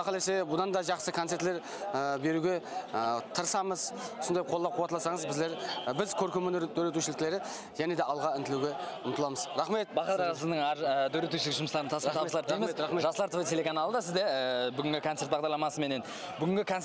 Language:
Kara-Kalpak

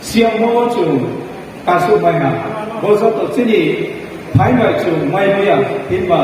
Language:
Riang (India)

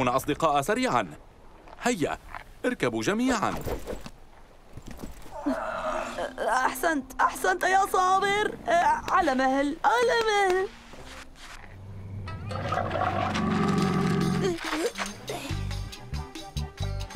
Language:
Arabic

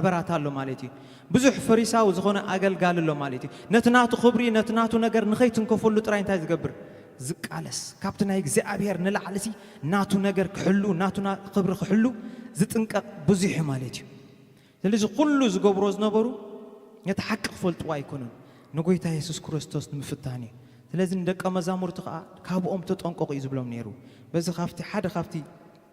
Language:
Tigrinya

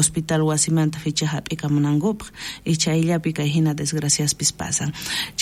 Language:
South Bolivian Quechua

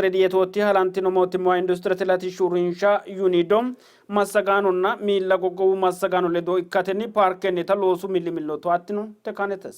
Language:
Sidamo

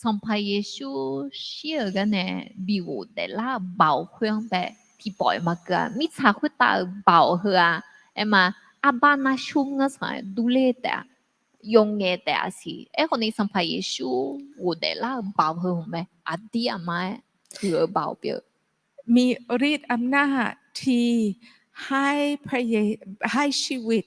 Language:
Akha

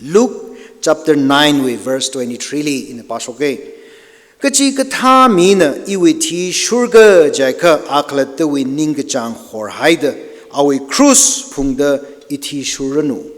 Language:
Tangkhul Naga (India)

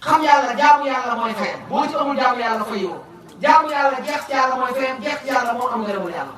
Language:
Wolof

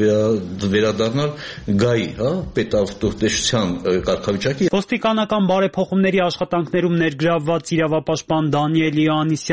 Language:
Armenian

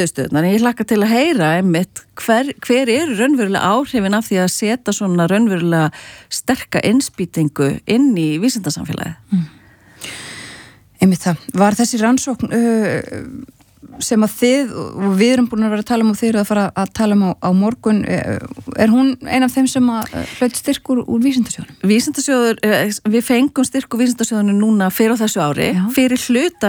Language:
Icelandic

